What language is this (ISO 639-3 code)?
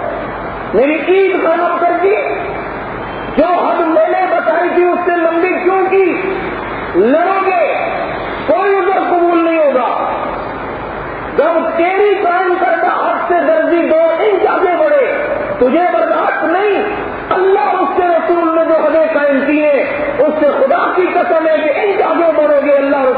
urd